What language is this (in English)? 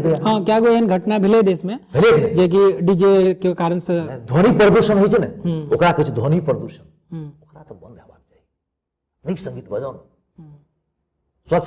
Maithili